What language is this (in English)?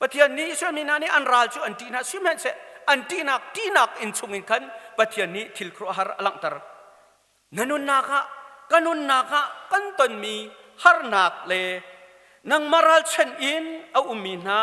Hakha Chin